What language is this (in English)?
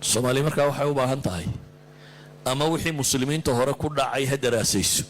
Somali